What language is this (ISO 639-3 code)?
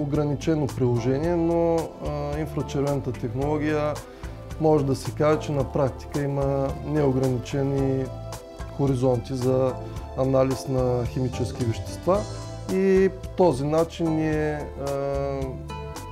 bul